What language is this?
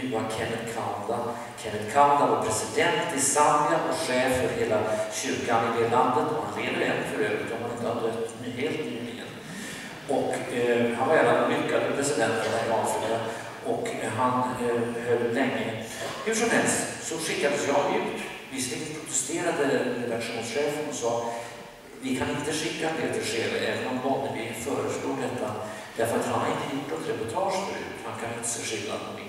Swedish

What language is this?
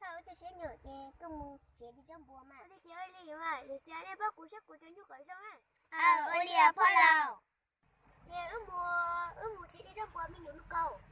Hmong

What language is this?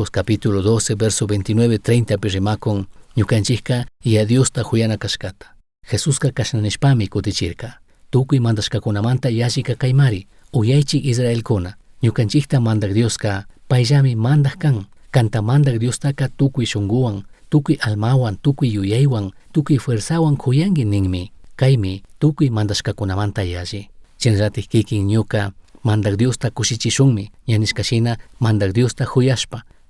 Chimborazo Highland Quichua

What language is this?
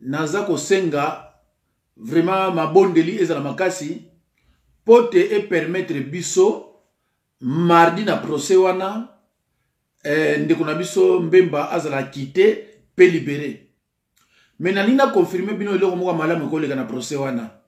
Lingala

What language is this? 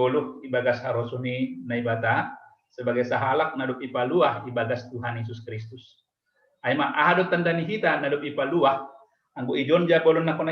Batak Simalungun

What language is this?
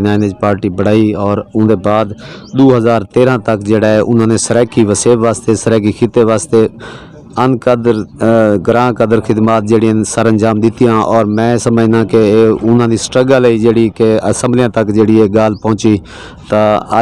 Saraiki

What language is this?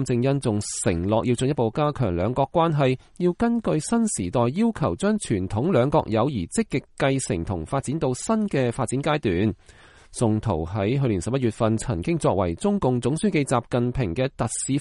Cantonese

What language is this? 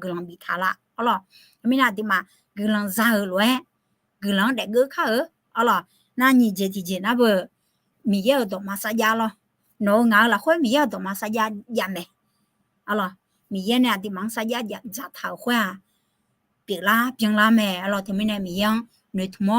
Akha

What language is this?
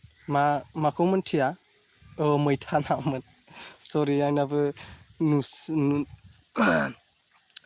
Bodo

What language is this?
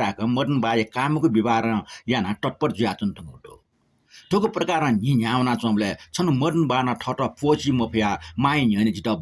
Newari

